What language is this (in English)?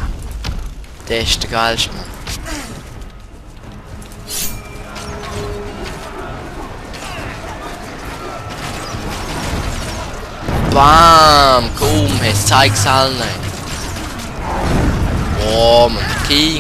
German